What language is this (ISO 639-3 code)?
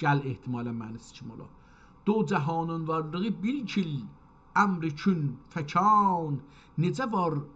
azb